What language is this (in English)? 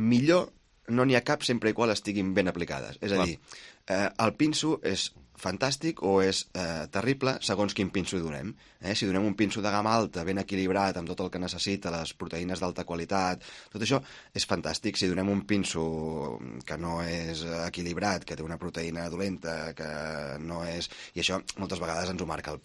Catalan